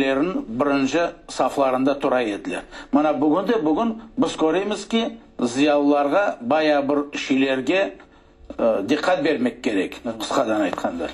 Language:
Crimean Tatar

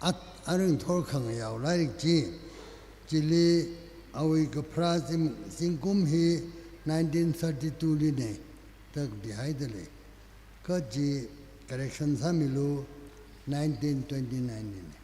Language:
Tangkhul Naga (India)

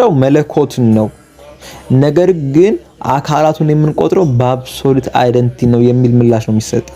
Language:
Amharic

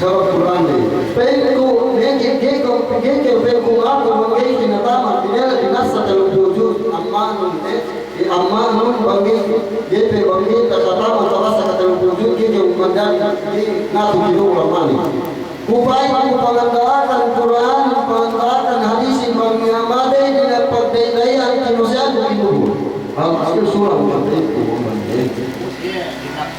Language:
Yakan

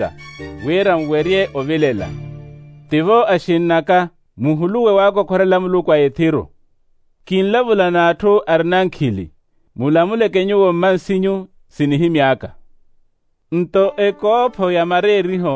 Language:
Makhuwa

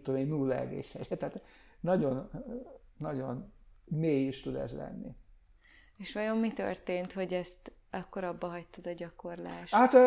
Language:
Hungarian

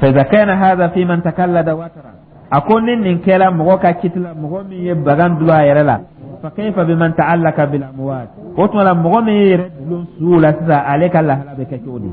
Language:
Dyula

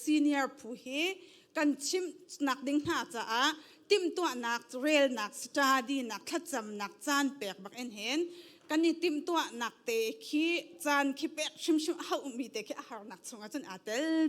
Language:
Hakha Chin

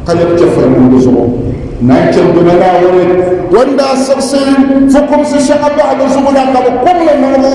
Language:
Dagbani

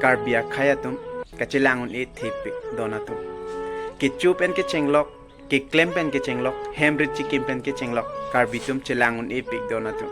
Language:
Karbi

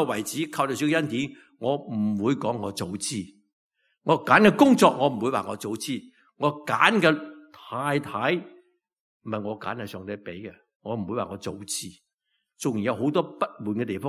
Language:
Cantonese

